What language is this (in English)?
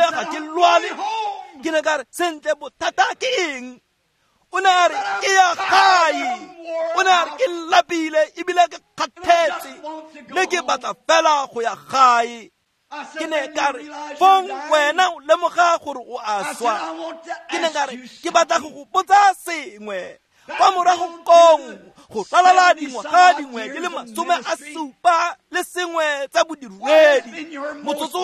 Tswana